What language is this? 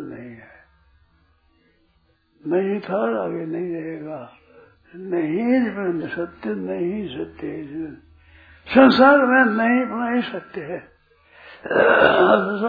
Hindi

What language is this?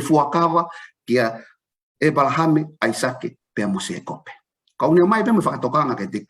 Tongan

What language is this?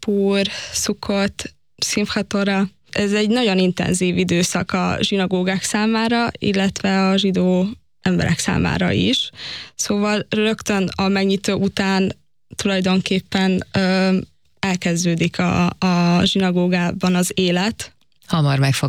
Hungarian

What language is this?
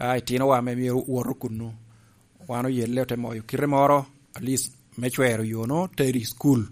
Lango (Uganda)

